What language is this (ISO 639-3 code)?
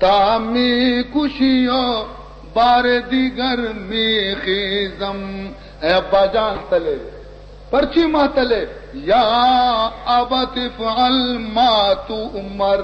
bal